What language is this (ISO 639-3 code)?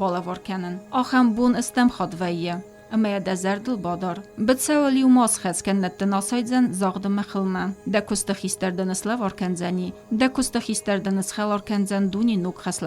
oss